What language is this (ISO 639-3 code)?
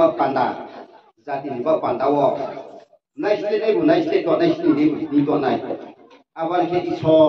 ria